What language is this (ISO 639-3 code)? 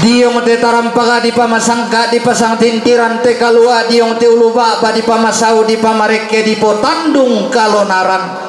sda